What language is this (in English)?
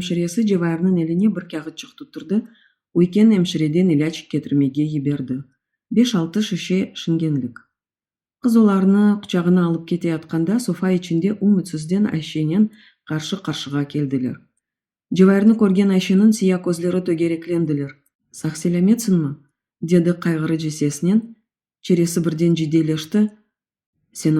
Crimean Tatar